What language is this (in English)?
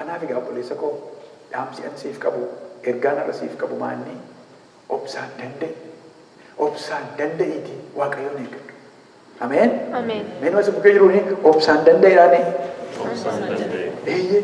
Oromo